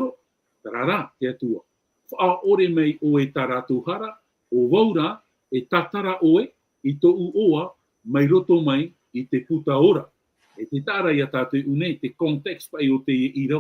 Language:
Tahitian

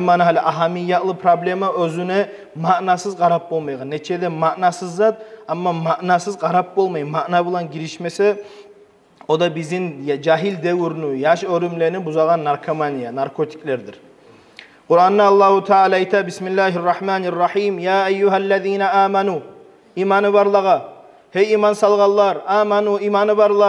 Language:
Kumyk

